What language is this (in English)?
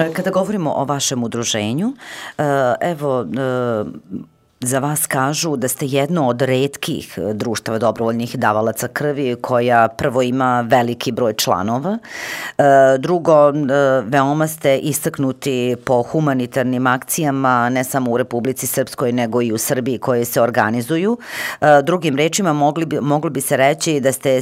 Serbian